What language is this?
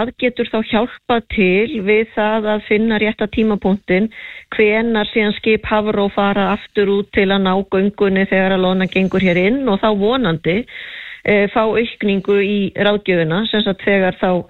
Icelandic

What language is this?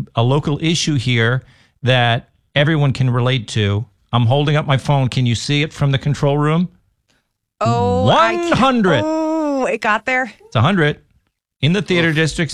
English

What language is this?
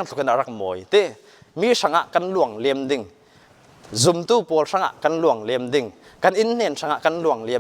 Falam Chin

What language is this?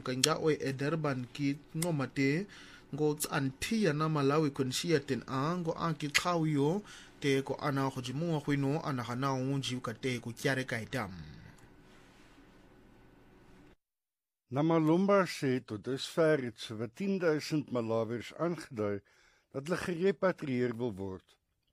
Afrikaans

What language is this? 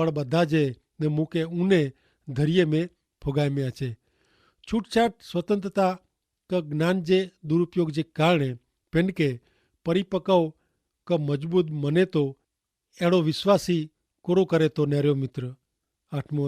Kachhi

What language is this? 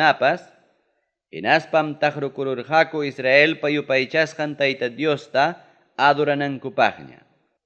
Ayacucho Quechua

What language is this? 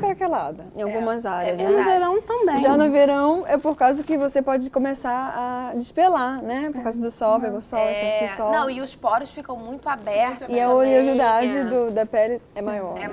Portuguese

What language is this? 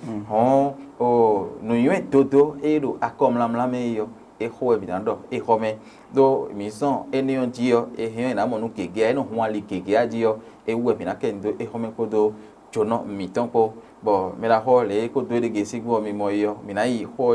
Fon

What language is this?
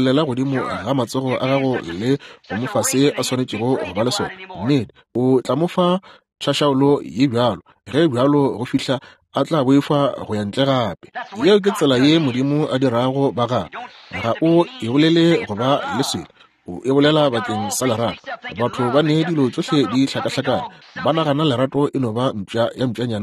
Northern Sotho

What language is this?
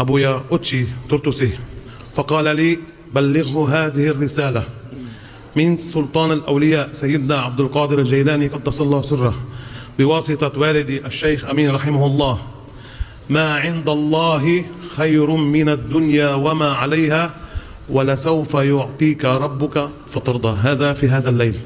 Sundanese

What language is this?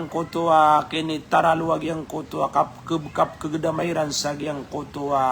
Maranao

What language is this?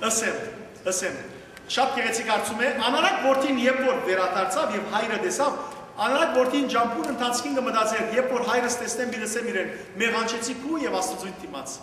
Western Armenian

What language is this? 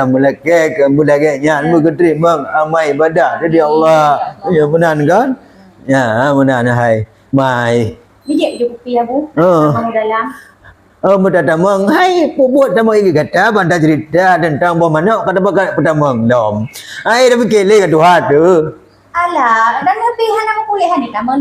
Achinese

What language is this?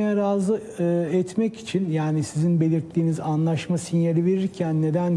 Turkish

